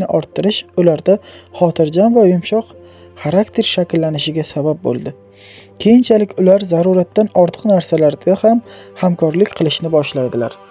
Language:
Uzbek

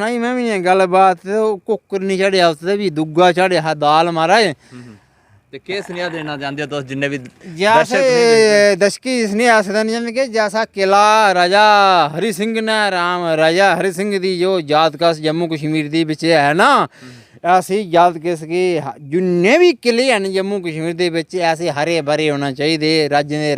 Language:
Dogri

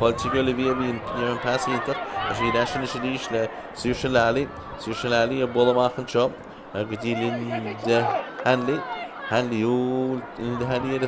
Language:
Irish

